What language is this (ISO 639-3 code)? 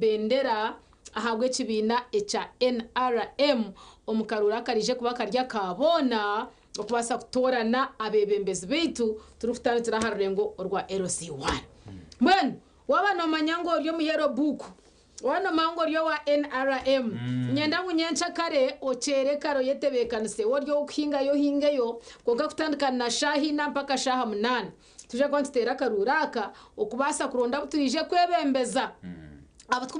nyn